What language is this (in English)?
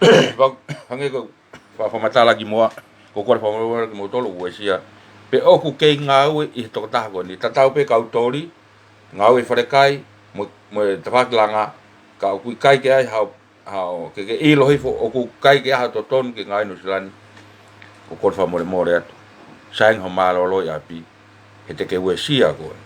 Tongan